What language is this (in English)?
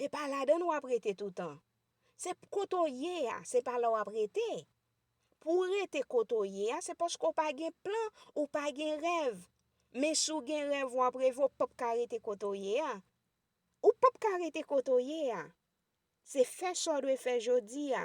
Haitian Creole